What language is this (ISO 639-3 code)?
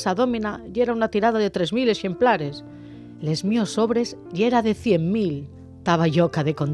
ast